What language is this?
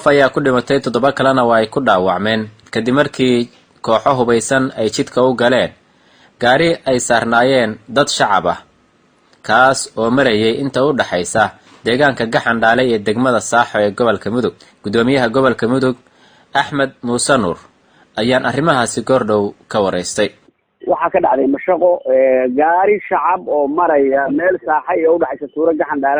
Somali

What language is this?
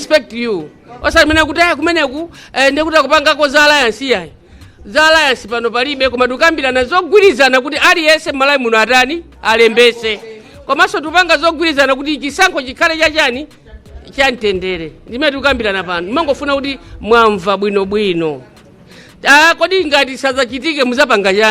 Nyanja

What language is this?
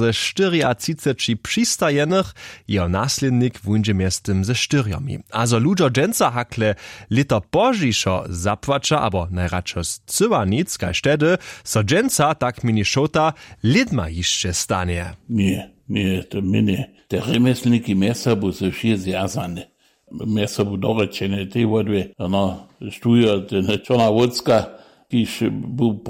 Upper Sorbian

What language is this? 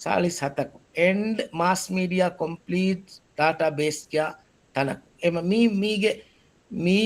Divehi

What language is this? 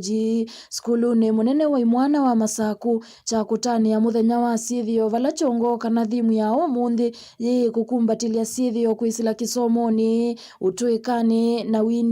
Kamba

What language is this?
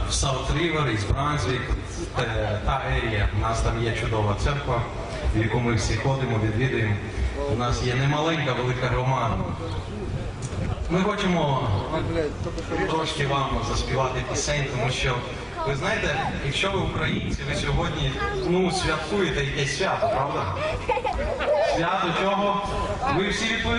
Ukrainian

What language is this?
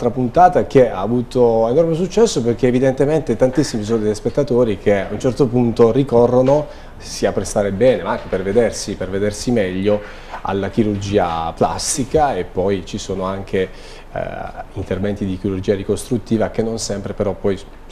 Italian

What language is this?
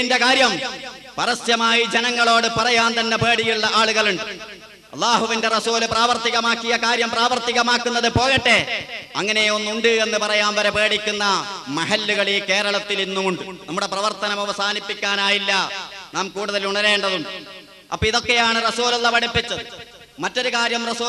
Malayalam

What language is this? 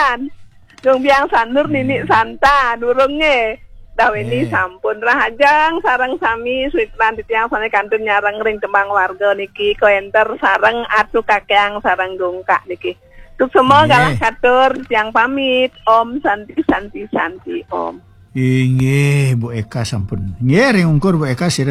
Balinese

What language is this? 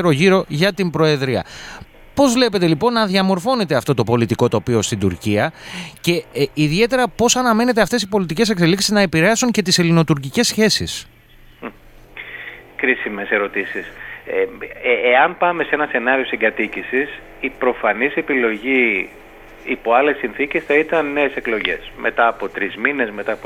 Greek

